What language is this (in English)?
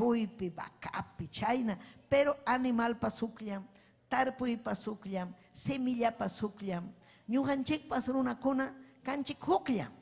Ayacucho Quechua